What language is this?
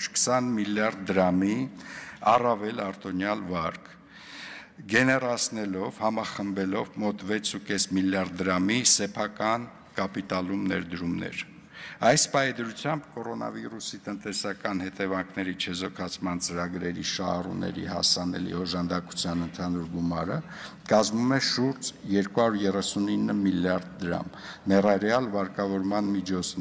Armenian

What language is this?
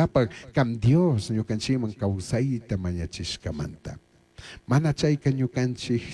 Chimborazo Highland Quichua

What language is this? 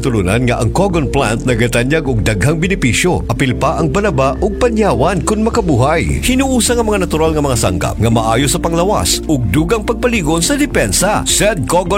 Cebuano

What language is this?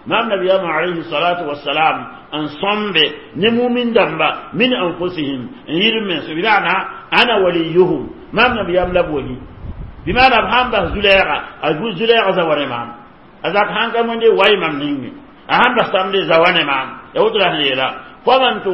Mossi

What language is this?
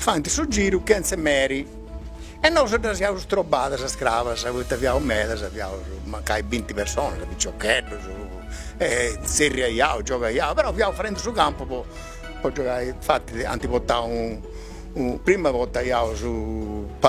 Sardinian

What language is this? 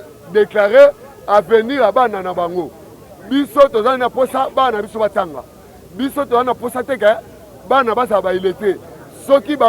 Lingala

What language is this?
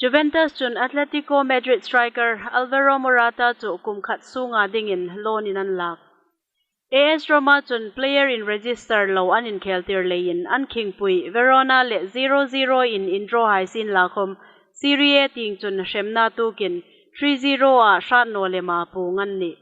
Hmar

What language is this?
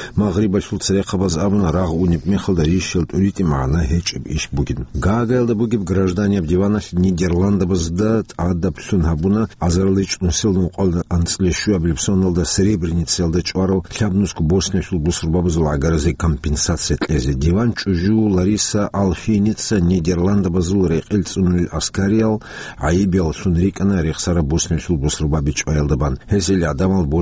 Avaric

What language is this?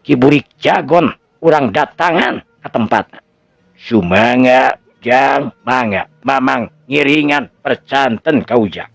Sundanese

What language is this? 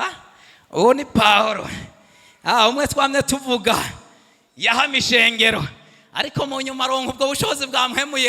Rundi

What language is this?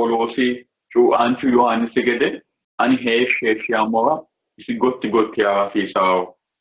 Sidamo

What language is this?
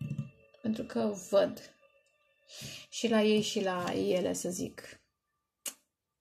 Romanian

